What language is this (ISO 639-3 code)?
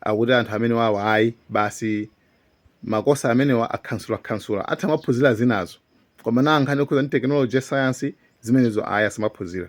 nya